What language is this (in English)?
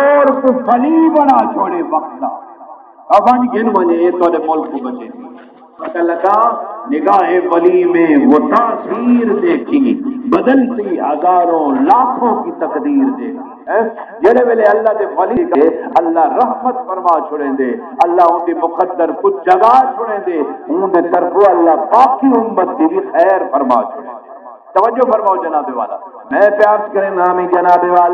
Saraiki